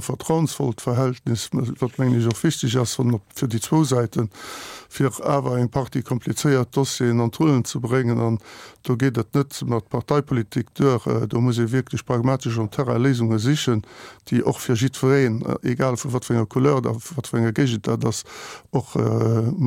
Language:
Luxembourgish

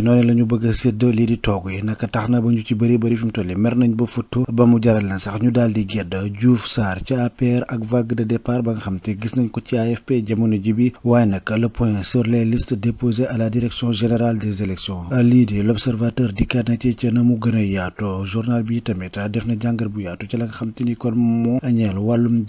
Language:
Wolof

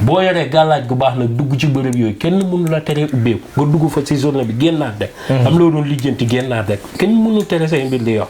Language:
Wolof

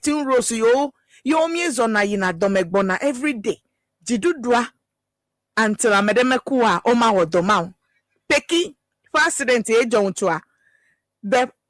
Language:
Ewe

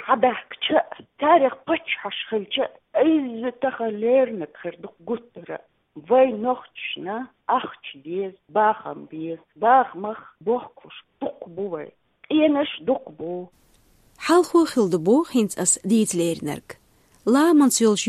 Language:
Chechen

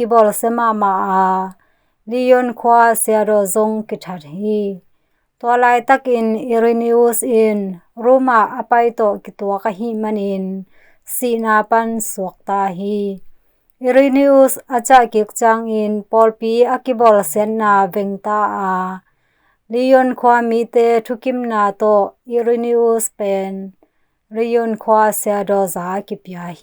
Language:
Tedim Chin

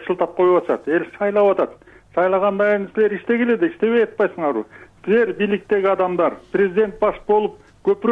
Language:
Kyrgyz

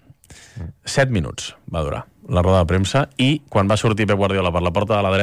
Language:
Catalan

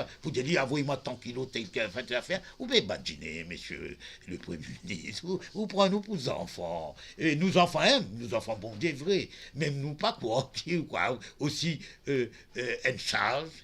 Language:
Morisyen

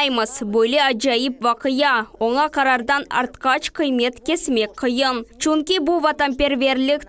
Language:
Crimean Tatar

